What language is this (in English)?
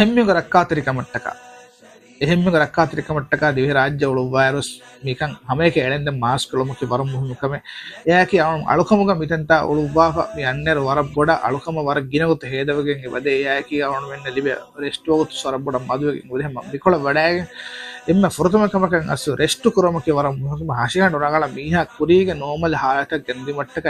Divehi